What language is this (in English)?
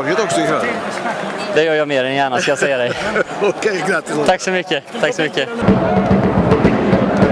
Swedish